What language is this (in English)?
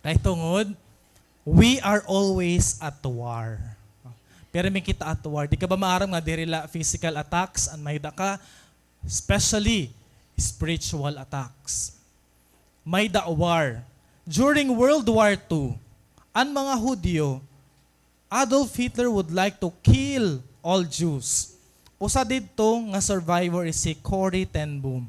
Waray